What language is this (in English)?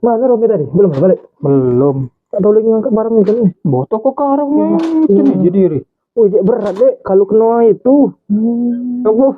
Musi